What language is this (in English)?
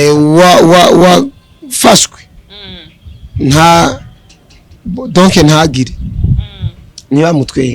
Rundi